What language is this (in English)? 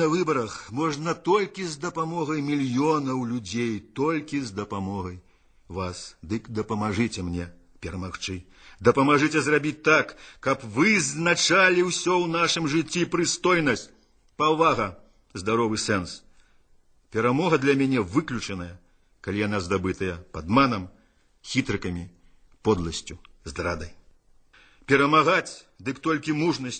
Belarusian